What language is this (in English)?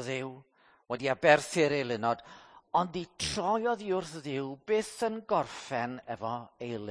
Welsh